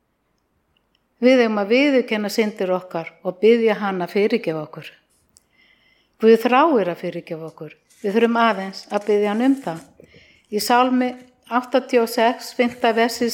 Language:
Icelandic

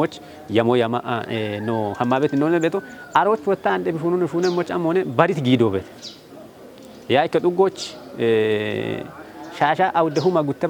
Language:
Kafa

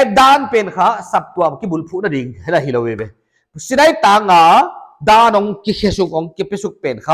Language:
Paite Chin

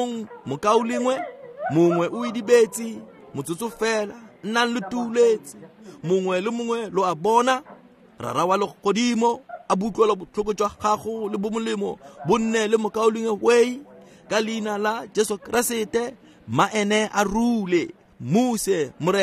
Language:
Tswana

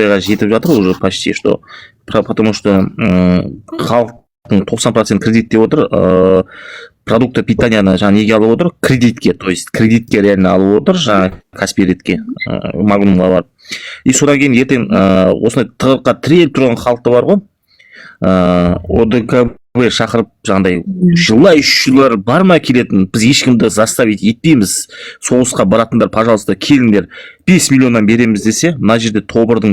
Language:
Kazakh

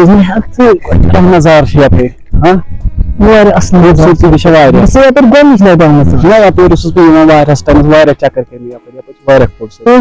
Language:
Kashmiri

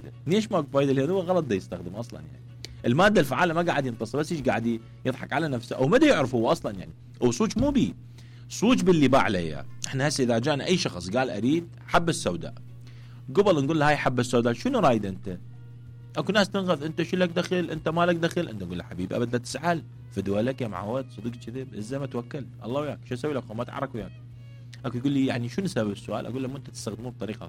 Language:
Mesopotamian Arabic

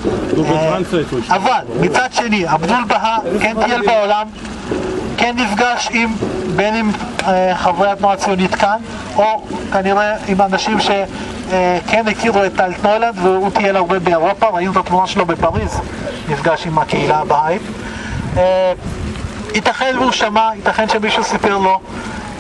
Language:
Hebrew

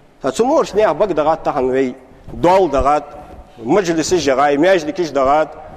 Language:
Ingush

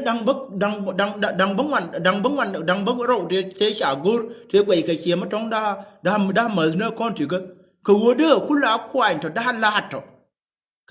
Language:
Nuer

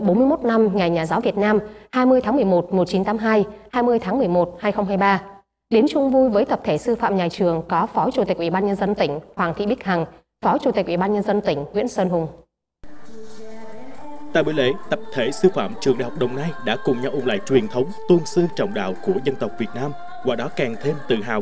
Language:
Vietnamese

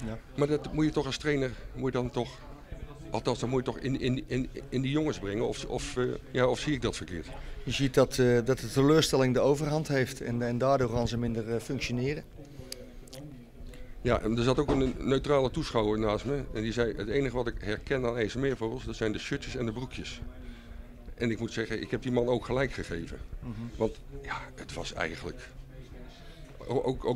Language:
Dutch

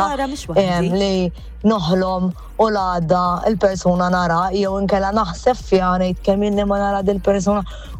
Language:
Maltese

